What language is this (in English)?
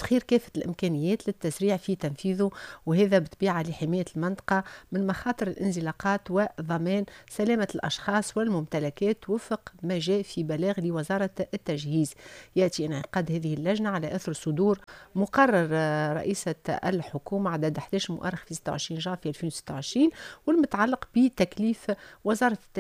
Arabic